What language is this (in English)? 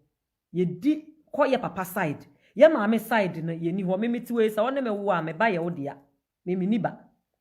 Akan